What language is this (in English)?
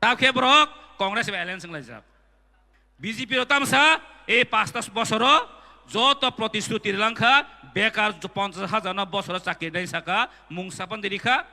Kok Borok